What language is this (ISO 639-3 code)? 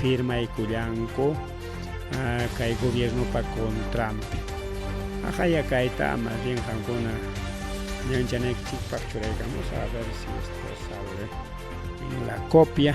quy